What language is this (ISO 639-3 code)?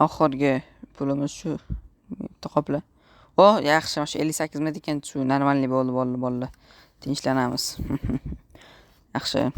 uzb